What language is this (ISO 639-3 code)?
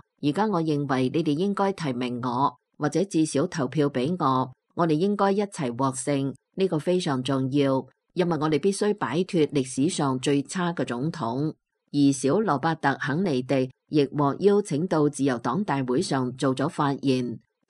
yue